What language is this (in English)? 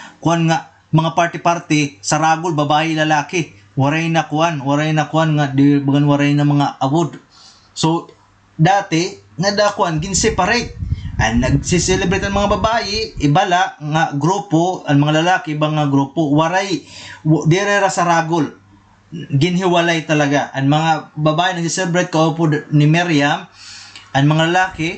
Waray